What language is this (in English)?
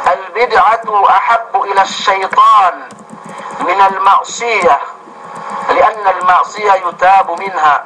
Yakan